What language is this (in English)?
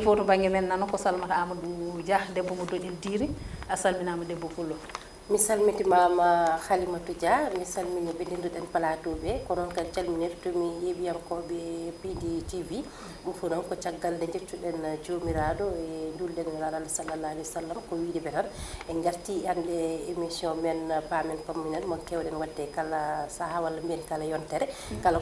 Fula